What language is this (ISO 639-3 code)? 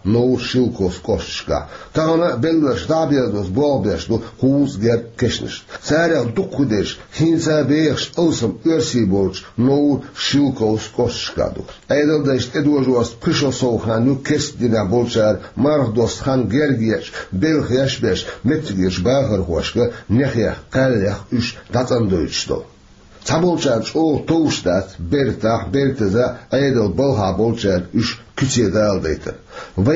che